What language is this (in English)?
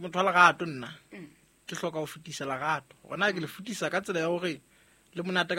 Southern Sotho